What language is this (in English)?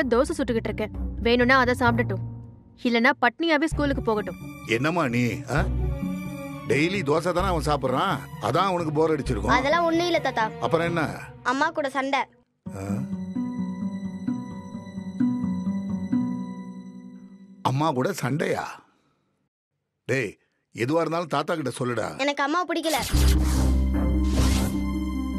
Tamil